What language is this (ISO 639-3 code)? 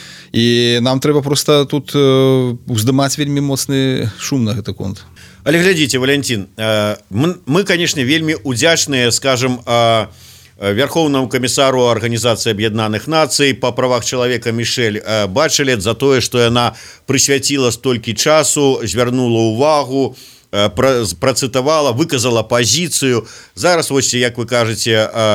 bel